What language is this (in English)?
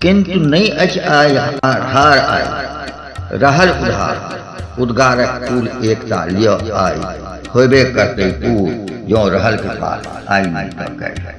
Maithili